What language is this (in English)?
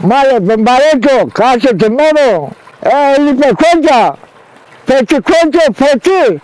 Zaza